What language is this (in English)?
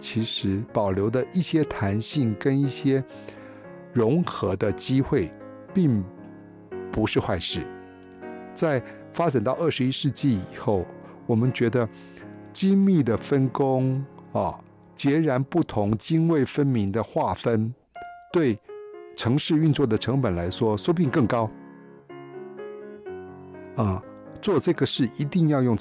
Chinese